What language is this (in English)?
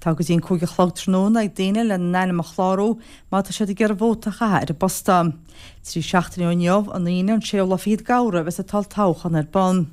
Irish